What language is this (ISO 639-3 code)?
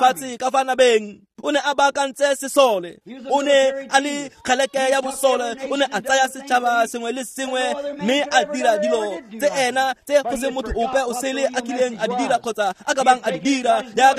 tsn